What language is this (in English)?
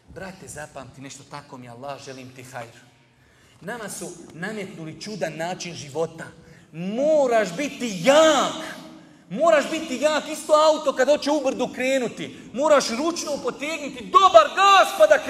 Bosnian